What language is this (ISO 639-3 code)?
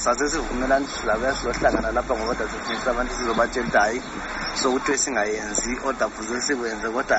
nde